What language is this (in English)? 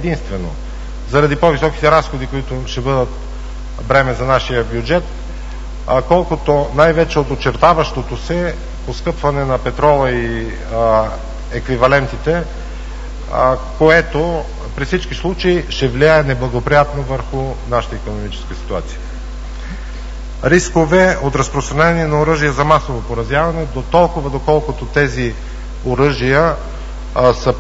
Bulgarian